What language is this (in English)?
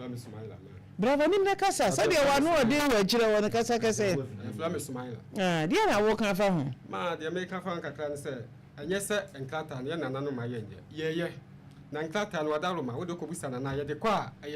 Akan